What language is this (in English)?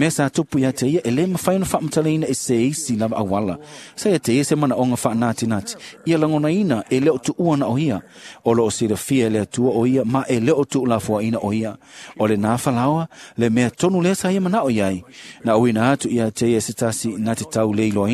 Samoan